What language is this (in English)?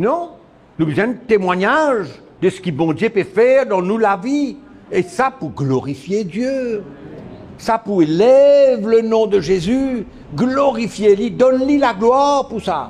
Morisyen